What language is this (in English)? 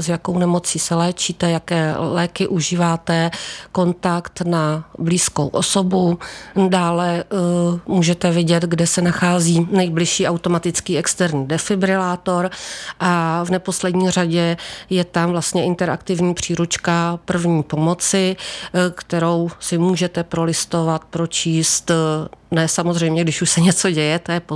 Czech